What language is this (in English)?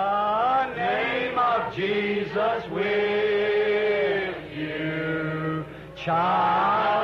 Bemba